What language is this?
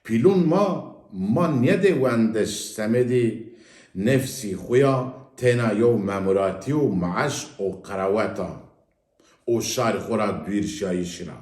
Zaza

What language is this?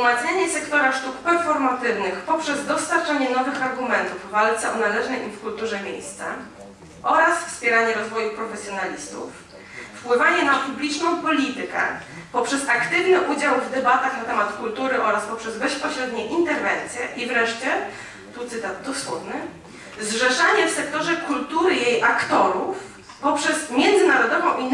Polish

